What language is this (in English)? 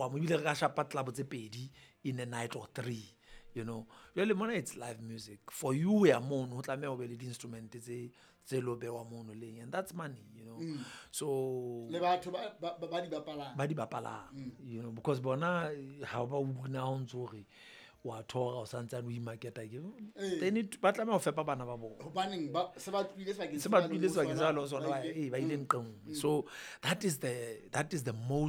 Southern Sotho